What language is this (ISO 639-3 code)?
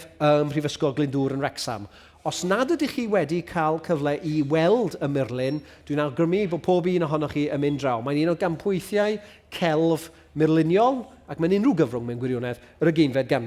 cym